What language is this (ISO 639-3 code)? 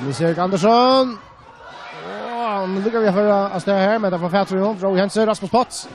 fao